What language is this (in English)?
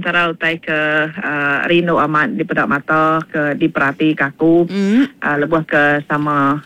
Iban